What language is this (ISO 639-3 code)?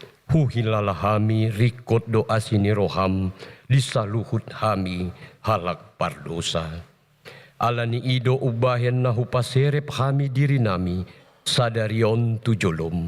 bbc